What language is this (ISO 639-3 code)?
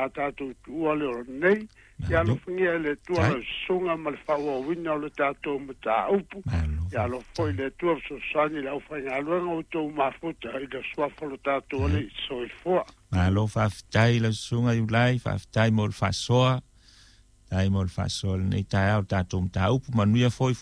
smo